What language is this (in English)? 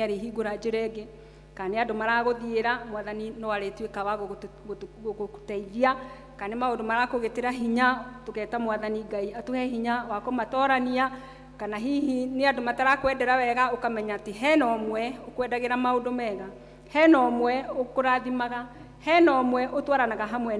Kikuyu